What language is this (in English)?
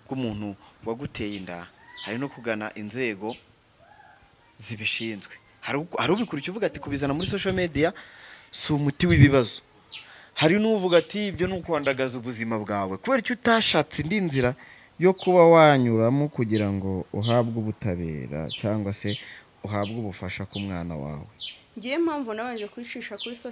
Kinyarwanda